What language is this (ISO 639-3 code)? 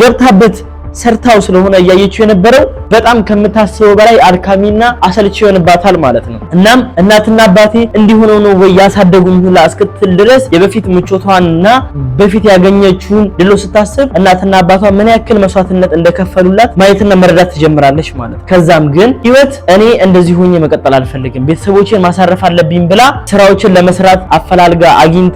amh